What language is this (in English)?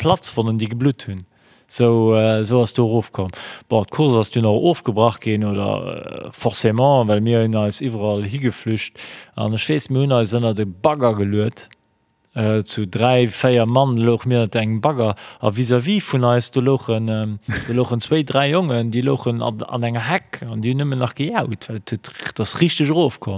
Luxembourgish